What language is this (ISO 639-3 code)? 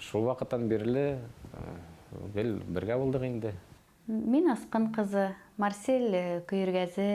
bak